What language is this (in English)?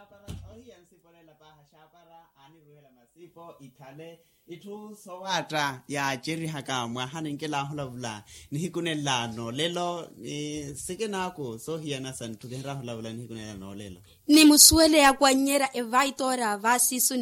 Makhuwa